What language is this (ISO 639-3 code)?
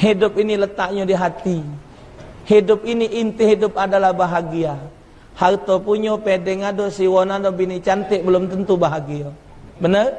mui